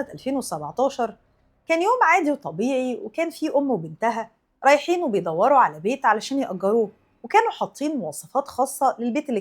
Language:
Egyptian Arabic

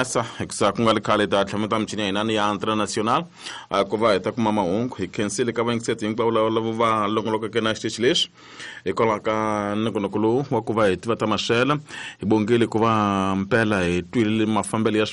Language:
Tsonga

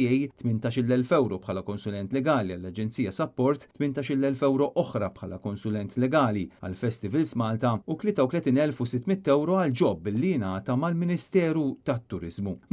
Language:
Maltese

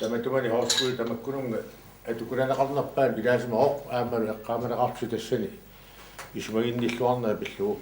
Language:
Kalaallisut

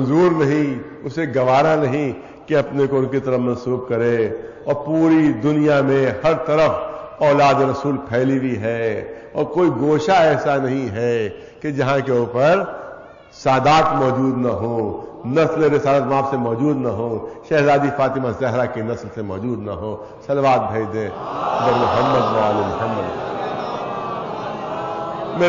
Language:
Urdu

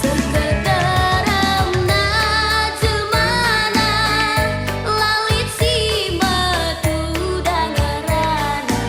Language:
Batak Karo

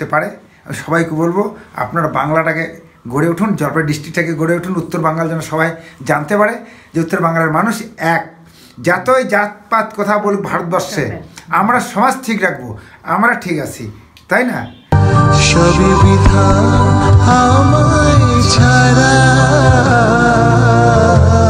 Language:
Bangla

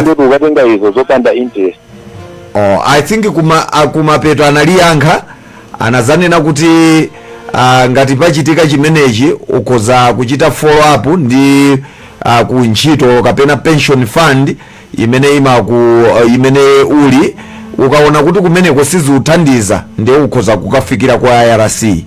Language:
Nyanja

